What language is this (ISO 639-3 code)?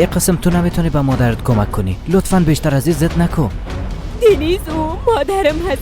fas